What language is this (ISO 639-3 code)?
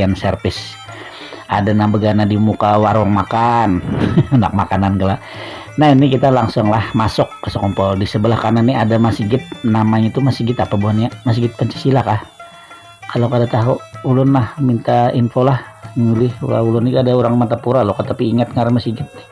bjn